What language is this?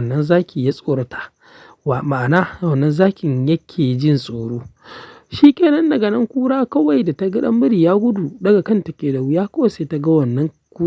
Hausa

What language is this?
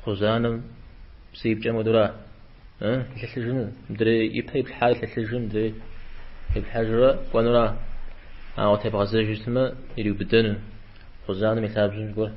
Kabardian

